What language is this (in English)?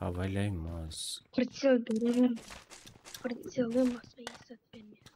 Kara-Kalpak